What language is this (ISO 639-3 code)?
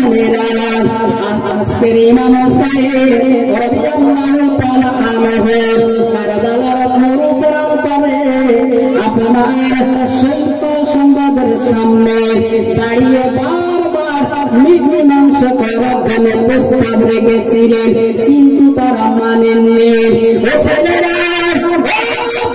ben